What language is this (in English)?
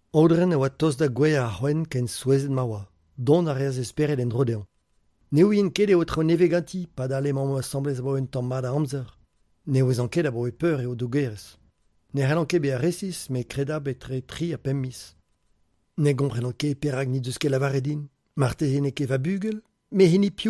Breton